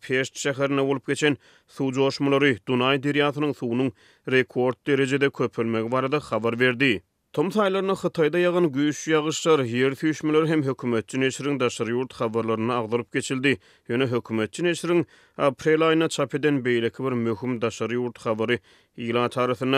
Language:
Turkmen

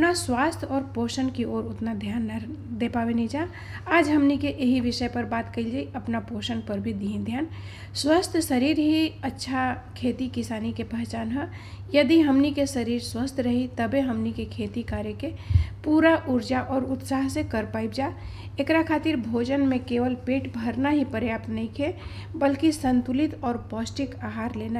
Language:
Bhojpuri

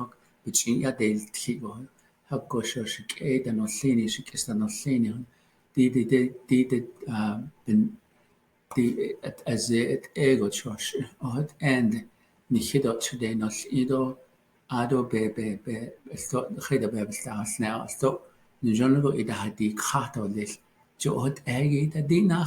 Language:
Navajo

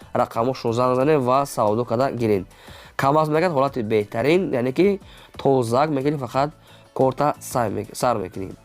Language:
Tajik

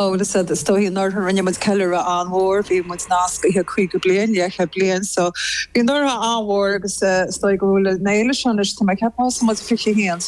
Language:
Irish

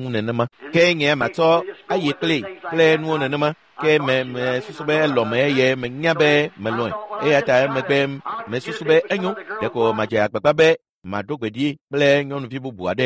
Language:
Ewe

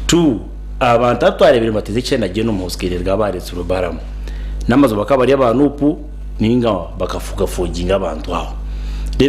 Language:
Nyankole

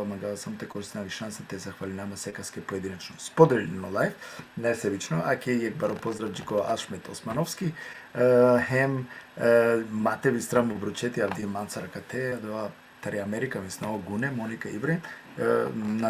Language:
Balkan Romani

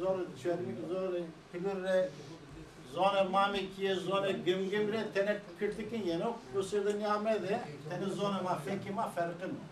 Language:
Zaza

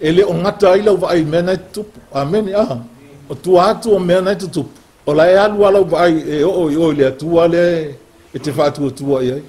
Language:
Samoan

